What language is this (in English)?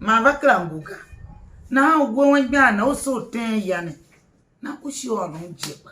Tiv